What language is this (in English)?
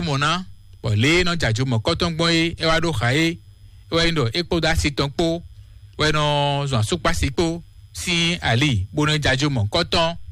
Fon